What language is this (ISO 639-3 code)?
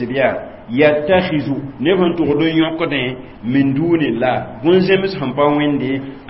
mos